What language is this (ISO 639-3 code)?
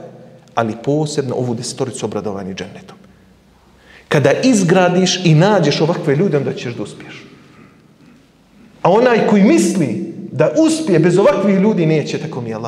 bos